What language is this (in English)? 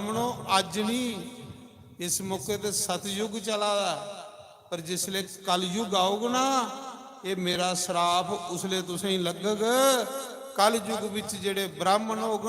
Dogri